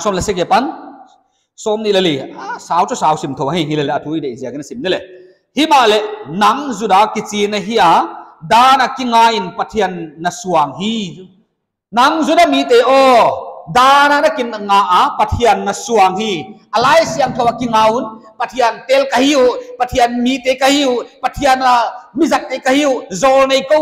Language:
Paite Chin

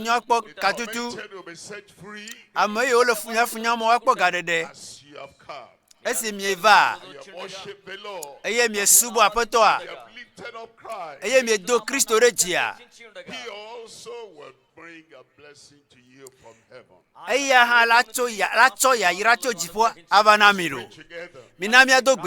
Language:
Ewe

